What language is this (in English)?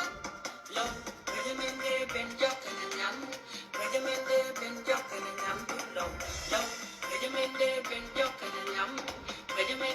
Nuer